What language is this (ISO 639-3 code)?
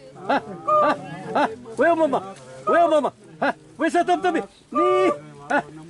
xav